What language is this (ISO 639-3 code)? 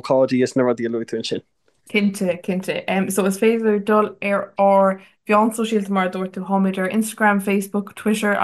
gle